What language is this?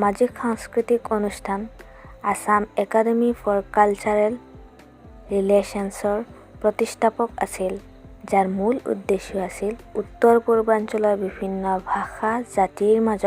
Assamese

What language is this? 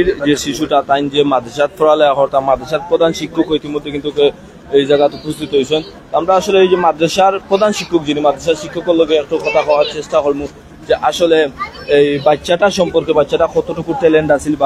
Sylheti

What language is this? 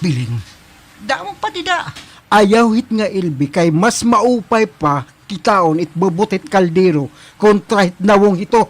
Waray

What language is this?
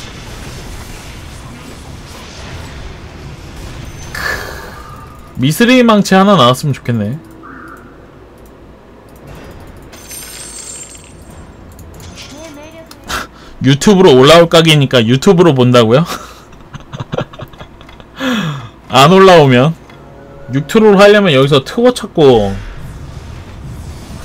Korean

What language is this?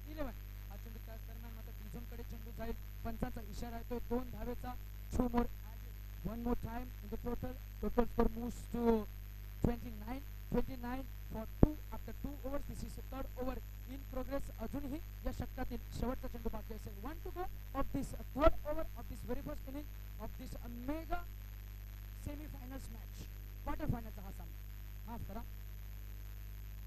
Marathi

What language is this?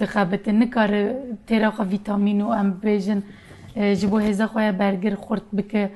Kurdish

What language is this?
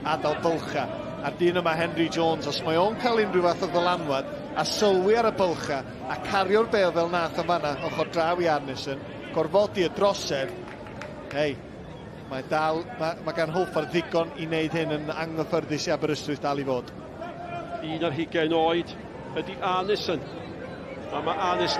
Welsh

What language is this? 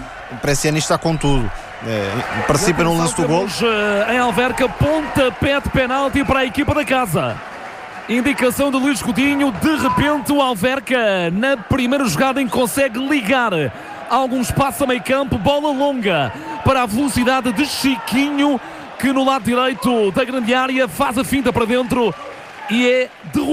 Portuguese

